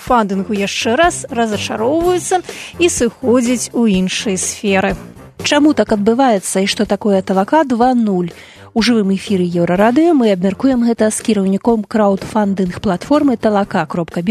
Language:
Belarusian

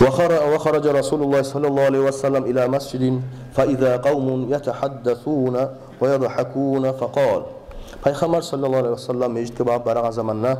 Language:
Kumyk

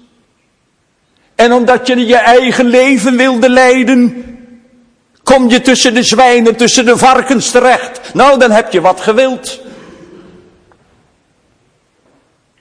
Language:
Dutch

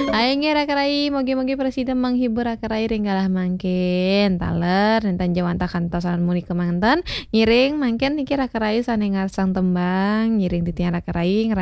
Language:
Balinese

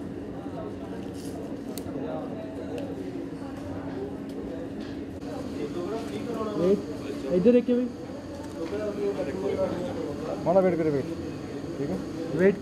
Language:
Punjabi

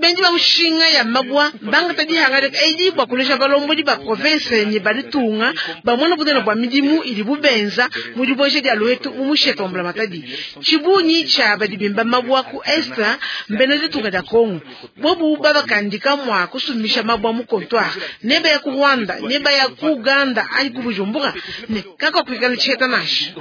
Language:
Luba-Lulua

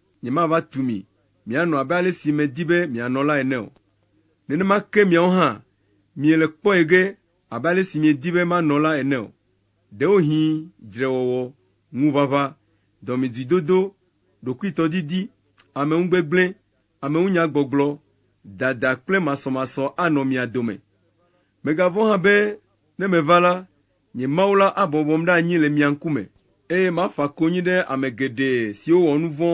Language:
Ewe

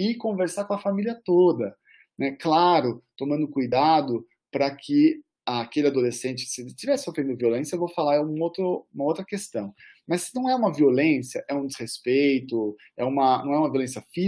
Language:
Portuguese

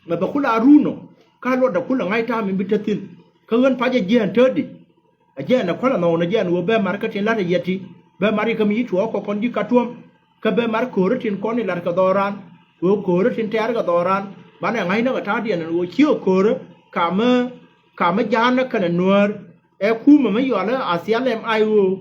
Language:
Nuer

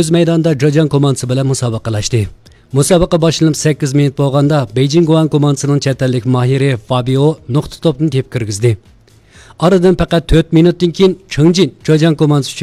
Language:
Uyghur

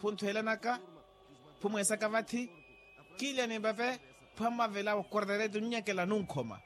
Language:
Makhuwa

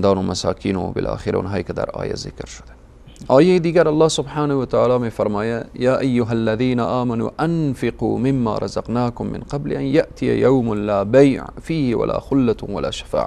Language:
Persian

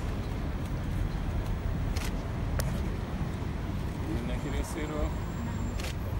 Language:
Hungarian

